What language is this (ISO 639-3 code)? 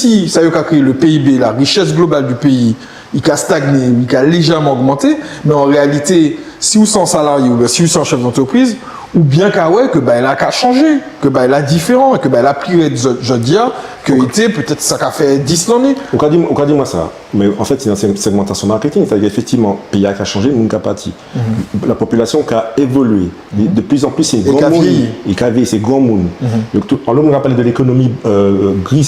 gcf